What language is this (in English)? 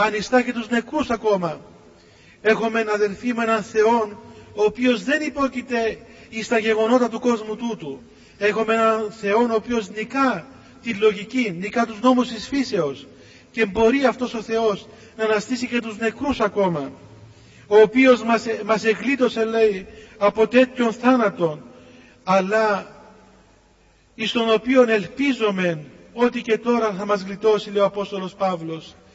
Greek